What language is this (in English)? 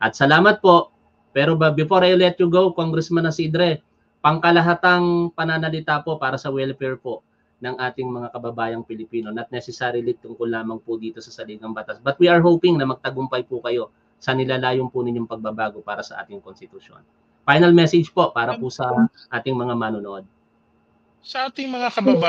Filipino